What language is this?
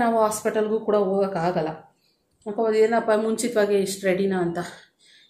Kannada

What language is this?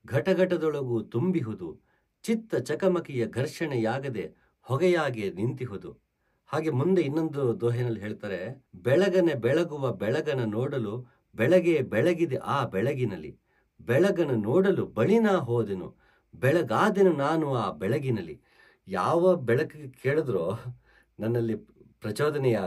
Kannada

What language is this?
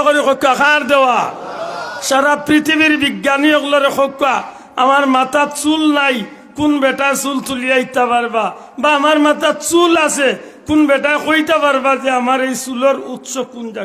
Sylheti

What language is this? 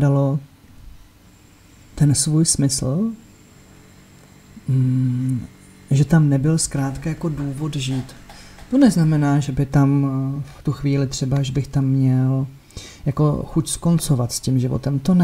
Czech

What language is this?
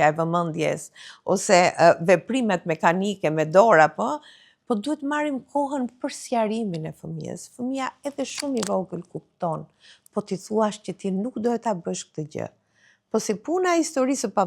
Albanian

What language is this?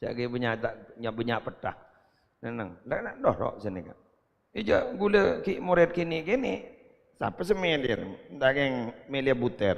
Madurese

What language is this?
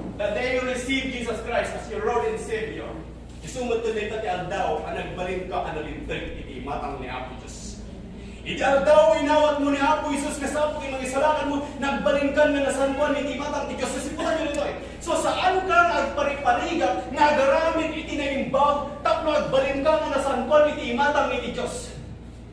Iloko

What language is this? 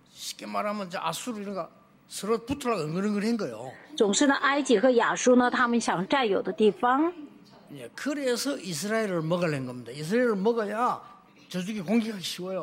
Korean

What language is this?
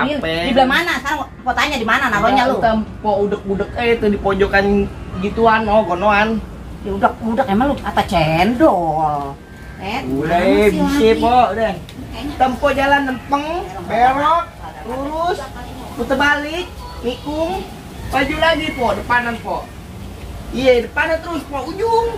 Betawi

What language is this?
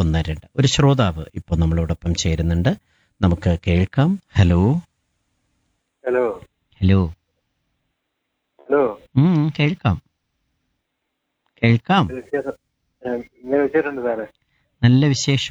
Malayalam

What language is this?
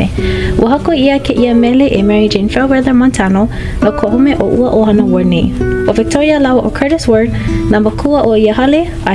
Hawaiian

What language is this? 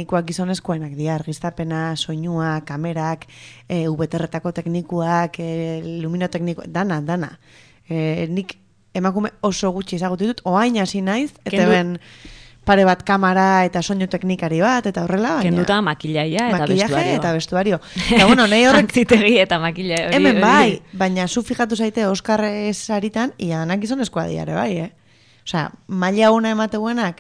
Basque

